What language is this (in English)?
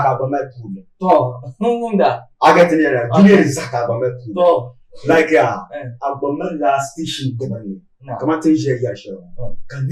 Dagbani